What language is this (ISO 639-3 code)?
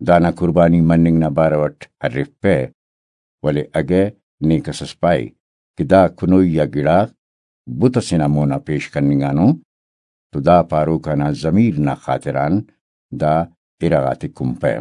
brh